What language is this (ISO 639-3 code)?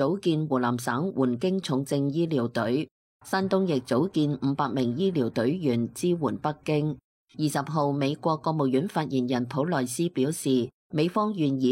yue